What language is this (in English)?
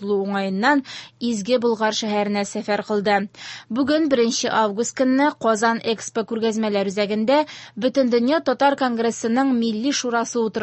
Tatar